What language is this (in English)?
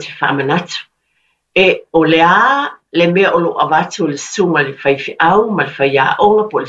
Samoan